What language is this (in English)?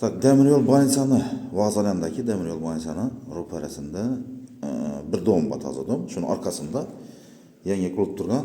Uzbek